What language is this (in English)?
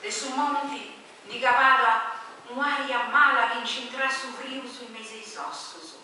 Sardinian